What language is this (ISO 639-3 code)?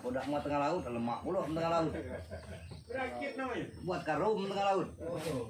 mui